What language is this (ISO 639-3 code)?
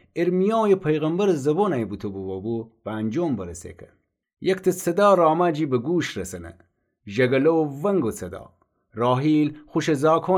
glk